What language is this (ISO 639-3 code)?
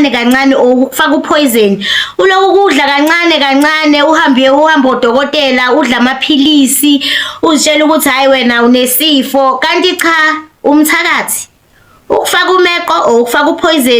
zul